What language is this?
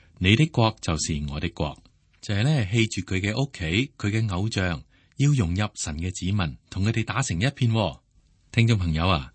Cantonese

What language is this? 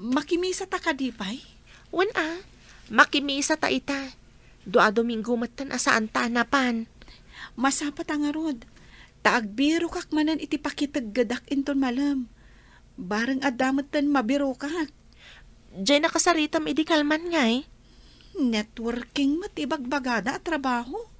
Iloko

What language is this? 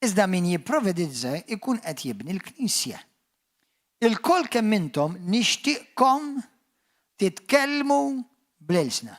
Maltese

